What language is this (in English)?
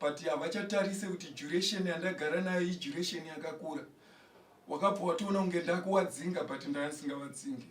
Shona